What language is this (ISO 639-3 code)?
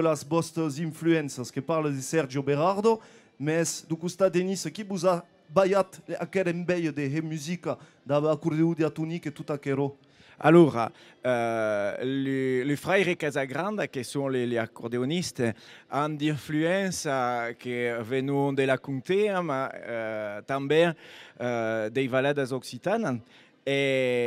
oci